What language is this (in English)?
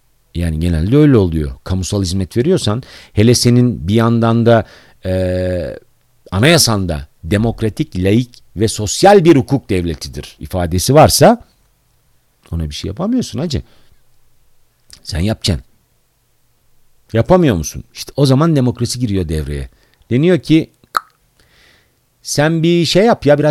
Turkish